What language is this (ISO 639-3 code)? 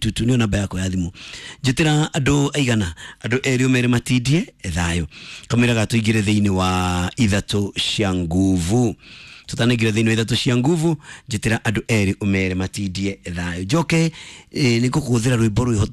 kik